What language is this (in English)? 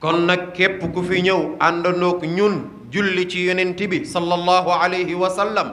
Wolof